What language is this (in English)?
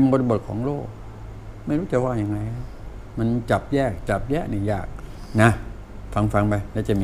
Thai